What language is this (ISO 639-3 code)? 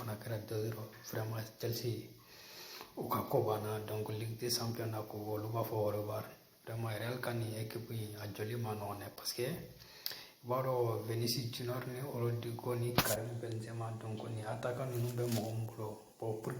bam